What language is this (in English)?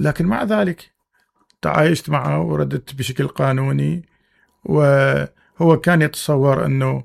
Mesopotamian Arabic